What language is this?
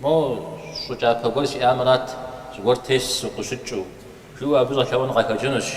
Kabardian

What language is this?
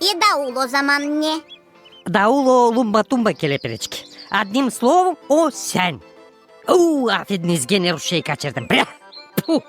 Gagauz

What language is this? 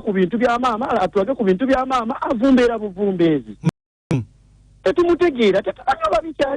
Ganda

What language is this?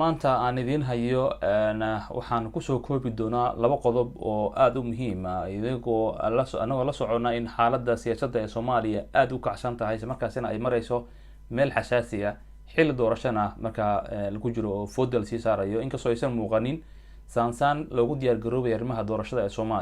Somali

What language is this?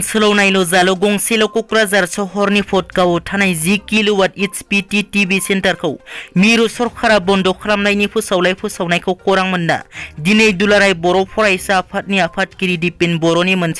Bodo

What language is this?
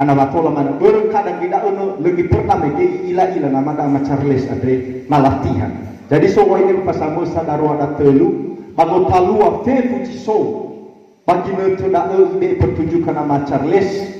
Nias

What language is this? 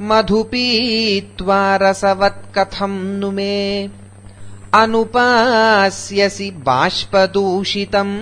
Sanskrit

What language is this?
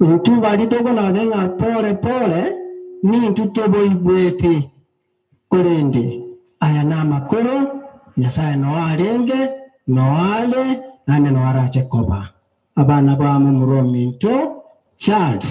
Gusii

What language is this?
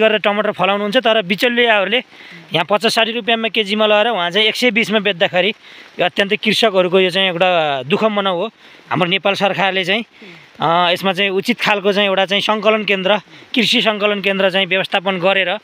Nepali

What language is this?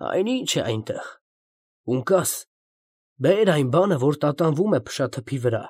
Armenian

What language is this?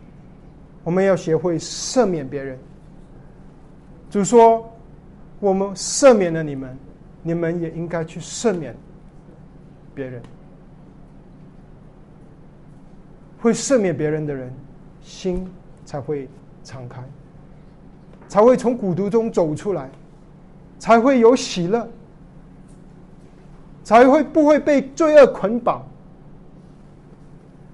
Chinese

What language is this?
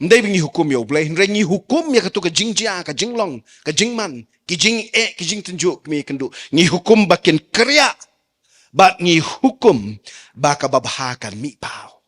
Khasi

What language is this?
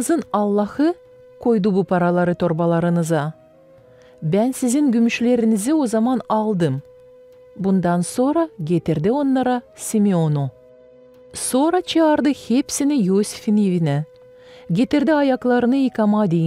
Gagauz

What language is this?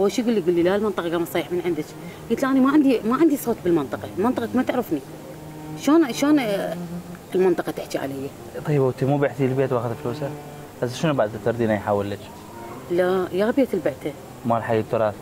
Mesopotamian Arabic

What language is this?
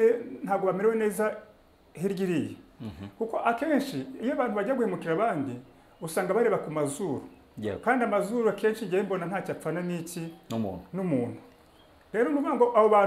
Kinyarwanda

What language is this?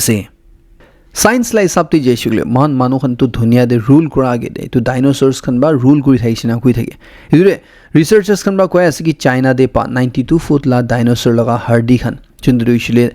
Naga Pidgin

